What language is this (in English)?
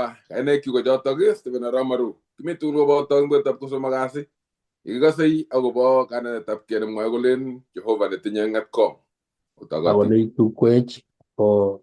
Kalenjin